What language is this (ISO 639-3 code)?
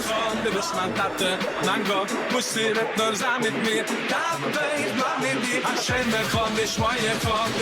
yid